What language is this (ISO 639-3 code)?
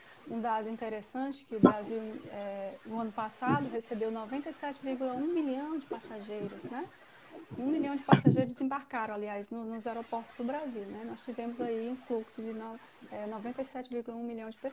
por